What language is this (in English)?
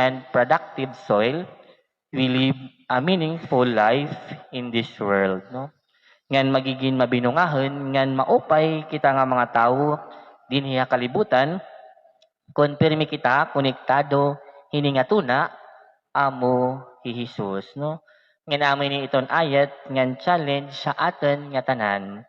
Waray